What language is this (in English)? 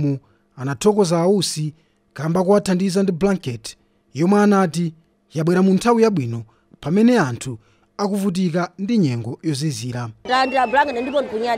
Nyanja